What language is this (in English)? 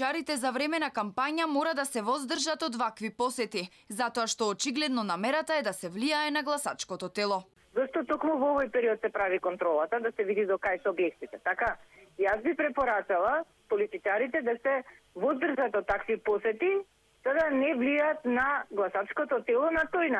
Macedonian